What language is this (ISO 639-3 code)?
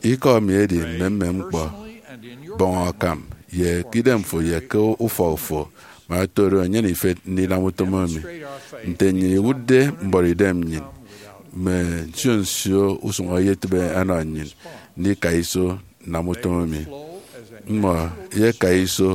efi